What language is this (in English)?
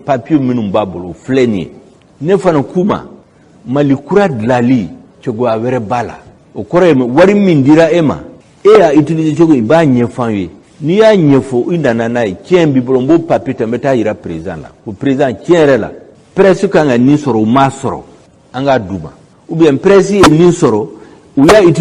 Bambara